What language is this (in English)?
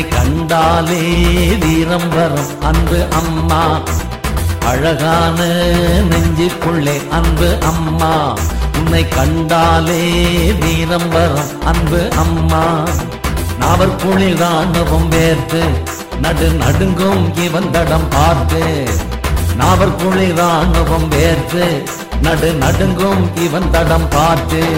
Tamil